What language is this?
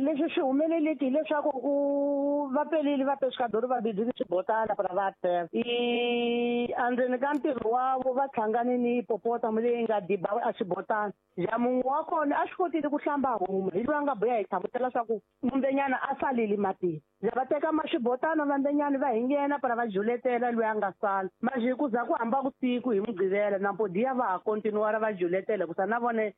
Tsonga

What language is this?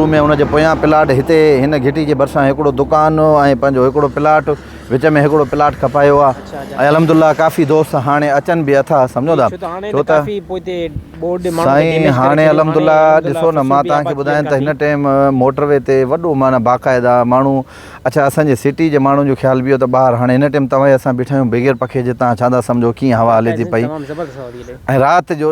Sindhi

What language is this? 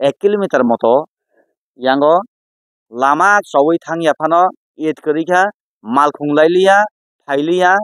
Kok Borok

